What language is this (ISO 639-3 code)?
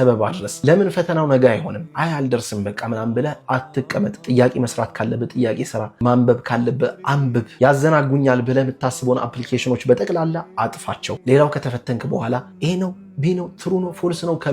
amh